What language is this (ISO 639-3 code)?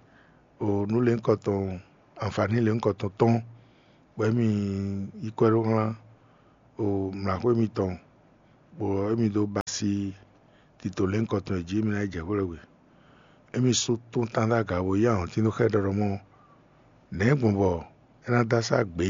fon